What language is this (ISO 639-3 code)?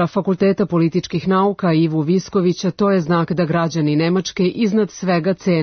srp